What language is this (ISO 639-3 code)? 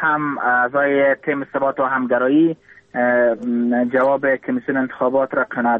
fas